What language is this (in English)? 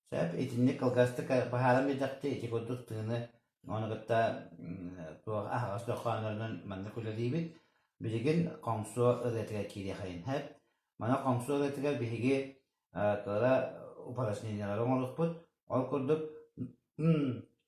Yakut